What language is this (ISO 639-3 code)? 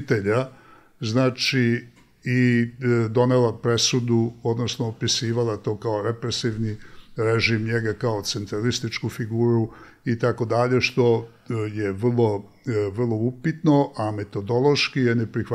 srp